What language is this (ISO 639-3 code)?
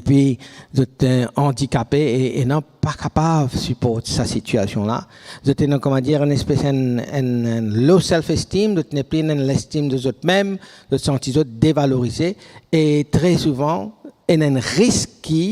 mfe